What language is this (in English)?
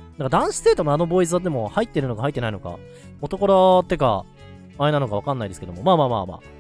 Japanese